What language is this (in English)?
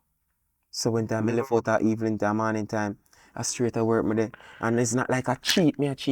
Jamaican Creole English